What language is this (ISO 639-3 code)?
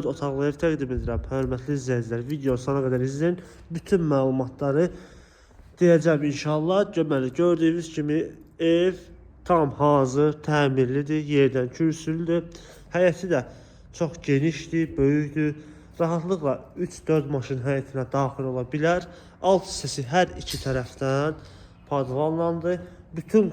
aze